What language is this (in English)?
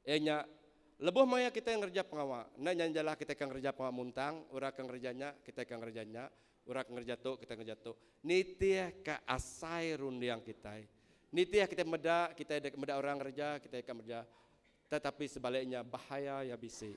Iban